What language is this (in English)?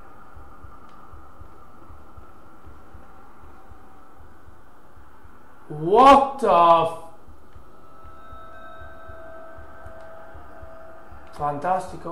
Italian